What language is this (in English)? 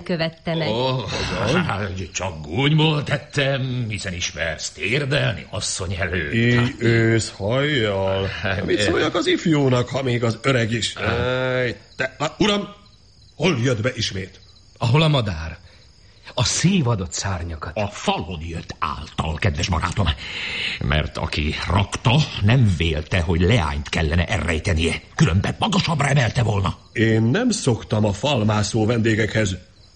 Hungarian